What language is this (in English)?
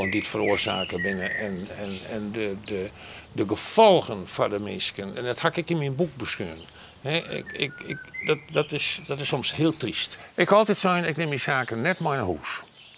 Western Frisian